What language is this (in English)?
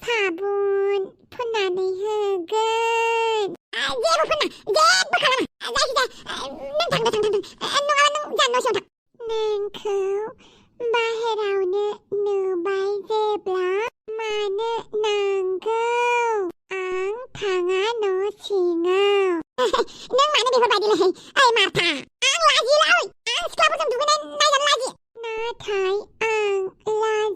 Bodo